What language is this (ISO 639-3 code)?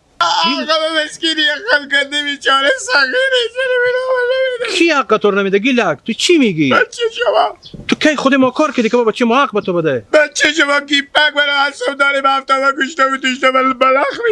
haz